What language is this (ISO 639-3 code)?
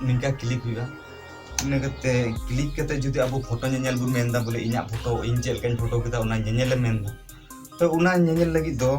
sat